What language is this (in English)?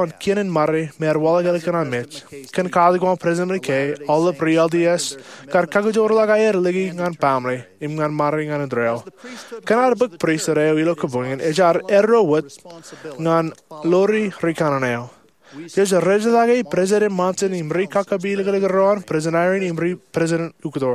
Marshallese